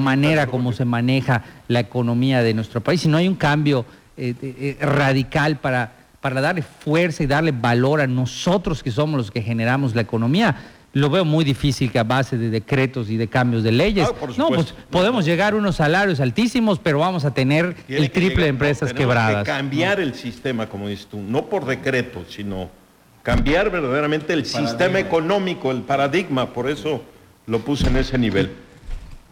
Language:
Spanish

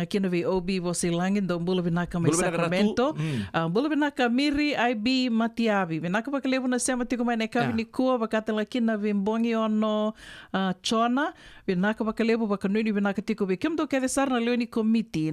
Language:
Fijian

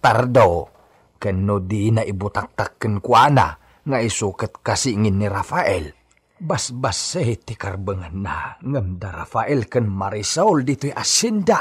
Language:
Iloko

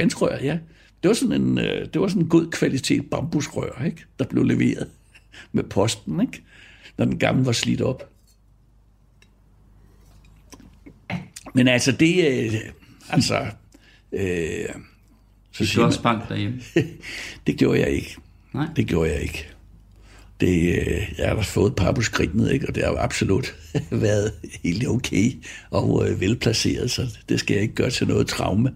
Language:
Danish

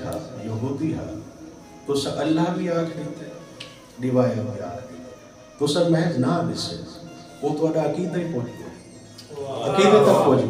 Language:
Saraiki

